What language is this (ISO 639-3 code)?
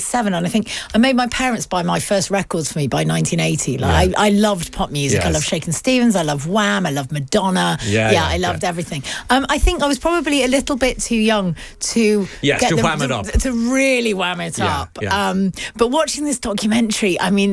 eng